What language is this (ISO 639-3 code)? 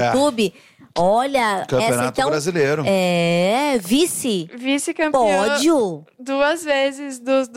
por